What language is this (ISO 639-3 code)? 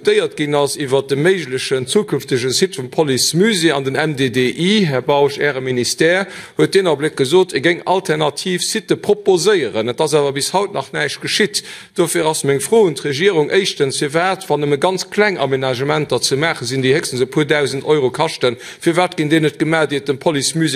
ltz